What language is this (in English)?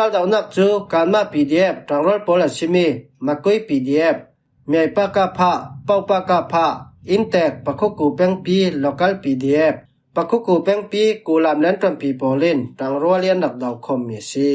Falam Chin